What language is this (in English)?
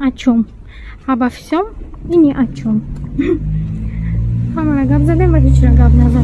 Tajik